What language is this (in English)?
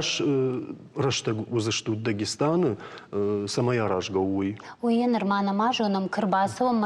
Ossetic